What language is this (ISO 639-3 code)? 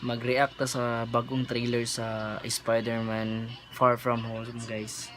ceb